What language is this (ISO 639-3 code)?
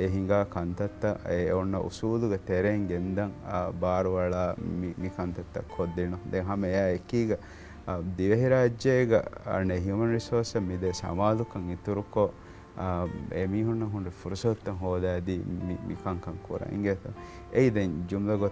div